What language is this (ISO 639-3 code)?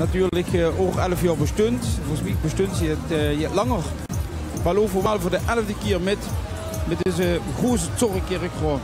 lim